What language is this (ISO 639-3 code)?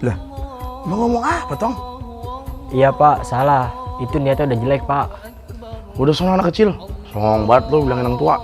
bew